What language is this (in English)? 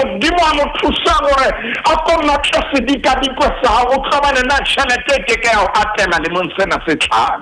Southern Sotho